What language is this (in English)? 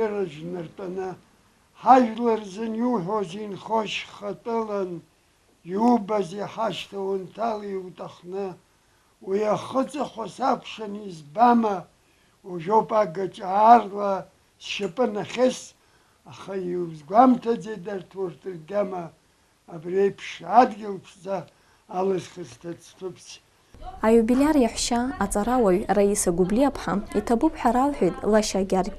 Abkhazian